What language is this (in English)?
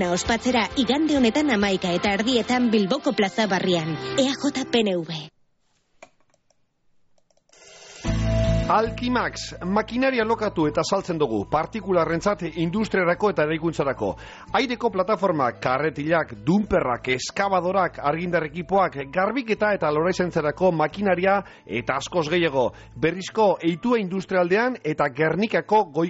Basque